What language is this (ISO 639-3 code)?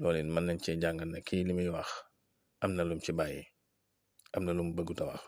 wol